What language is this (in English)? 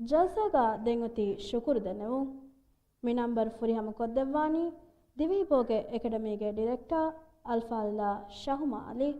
Divehi